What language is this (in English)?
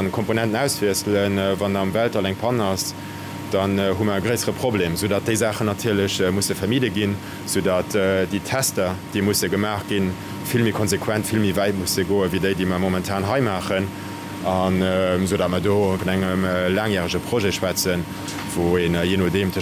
Luxembourgish